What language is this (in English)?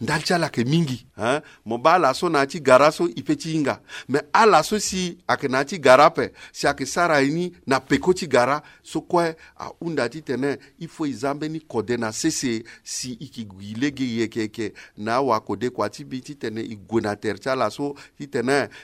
Sango